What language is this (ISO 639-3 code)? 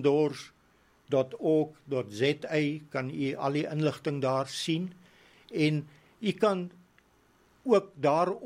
afr